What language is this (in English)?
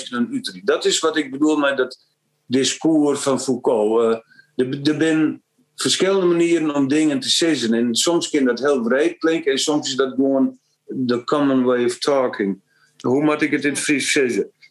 Western Frisian